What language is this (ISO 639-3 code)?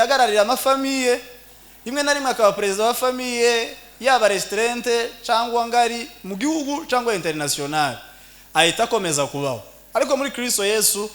kin